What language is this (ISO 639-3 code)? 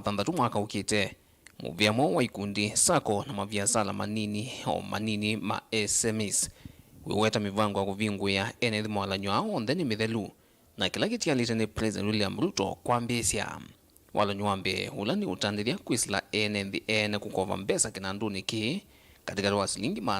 kam